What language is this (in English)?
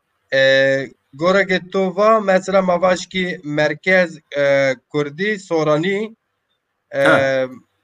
Zaza